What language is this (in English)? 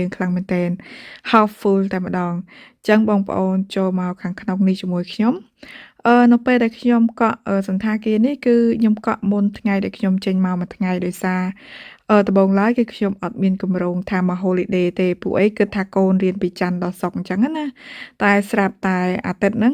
Khmer